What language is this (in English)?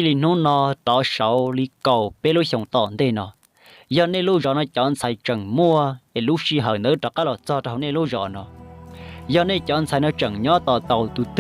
Hmong